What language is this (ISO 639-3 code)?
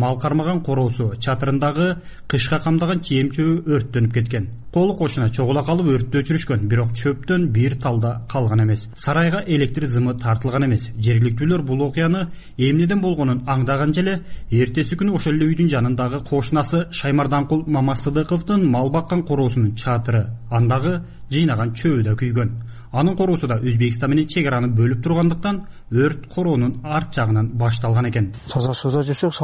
kir